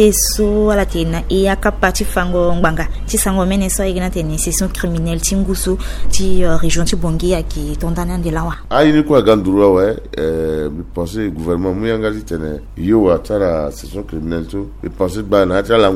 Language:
Sango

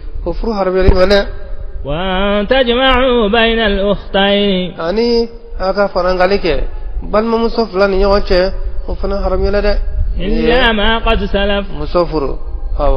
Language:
Bambara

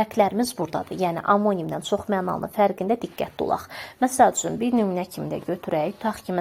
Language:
Azerbaijani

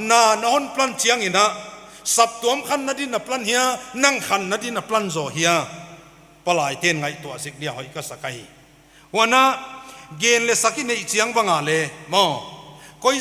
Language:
Paite Chin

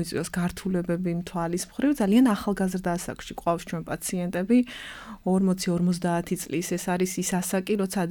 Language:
Georgian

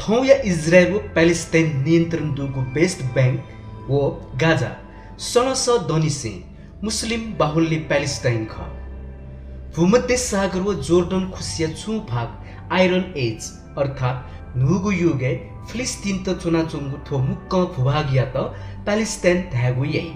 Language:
Newari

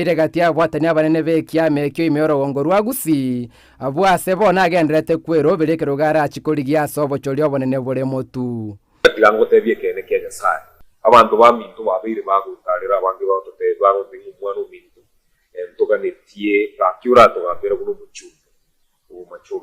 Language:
Gusii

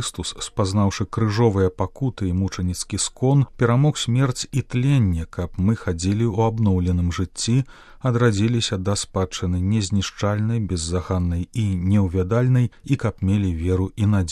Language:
Belarusian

